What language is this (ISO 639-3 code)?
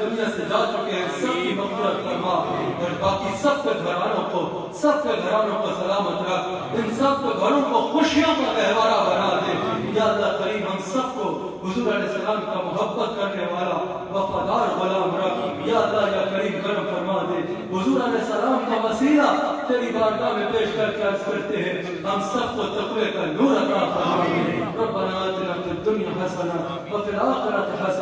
urd